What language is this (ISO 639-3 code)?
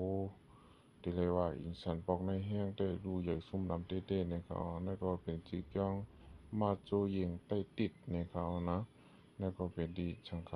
shn